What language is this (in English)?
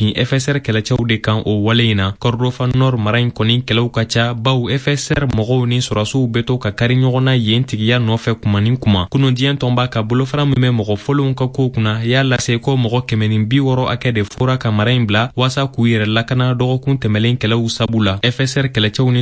Bambara